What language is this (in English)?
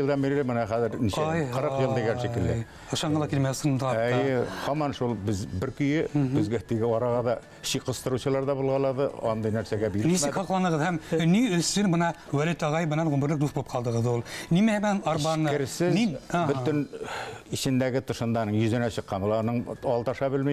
Bashkir